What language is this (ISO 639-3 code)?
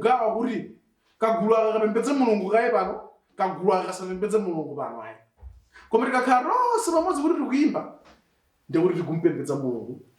nya